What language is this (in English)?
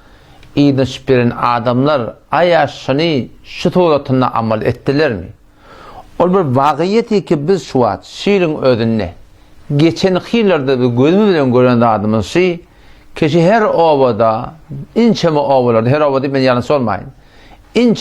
Turkmen